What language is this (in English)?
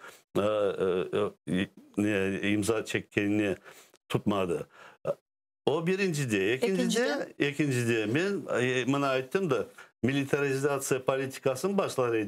Crimean Tatar